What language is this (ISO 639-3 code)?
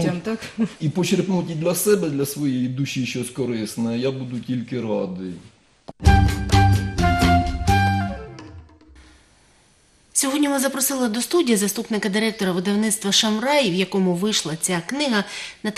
ukr